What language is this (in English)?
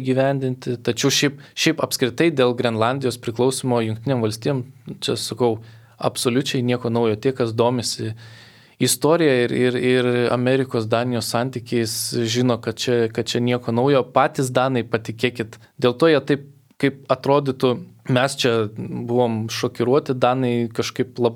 Lithuanian